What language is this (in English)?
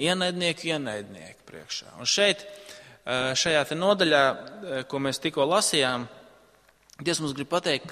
Latvian